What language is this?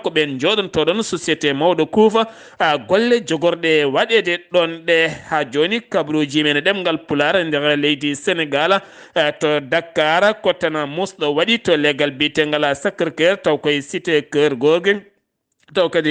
Fula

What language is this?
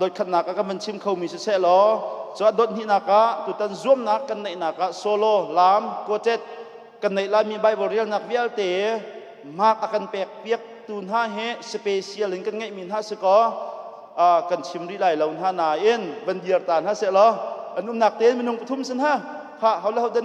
Hakha Chin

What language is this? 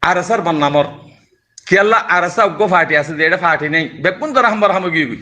Rohingya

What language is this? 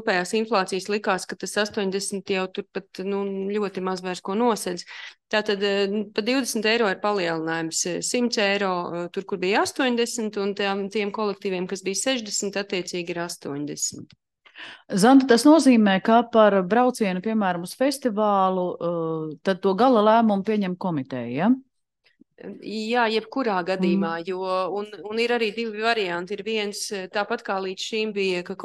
Latvian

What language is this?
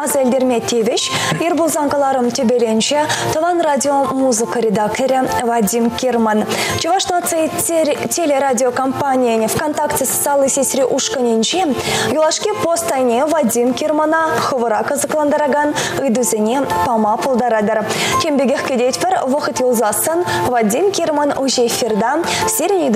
Chuvash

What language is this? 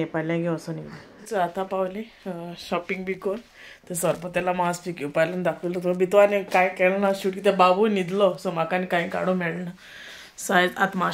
Konkani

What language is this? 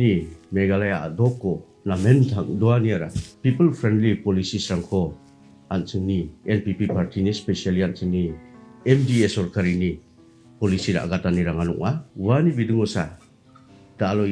Garo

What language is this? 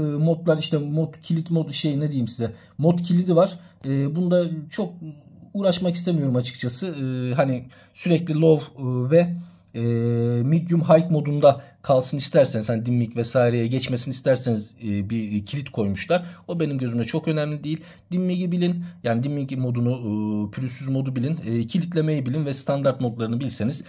Turkish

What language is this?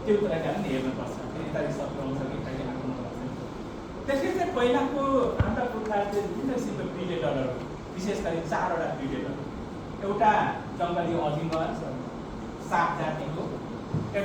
Nepali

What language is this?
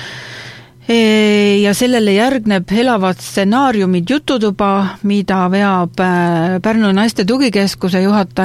Estonian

